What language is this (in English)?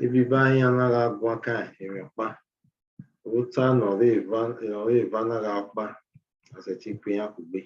Bini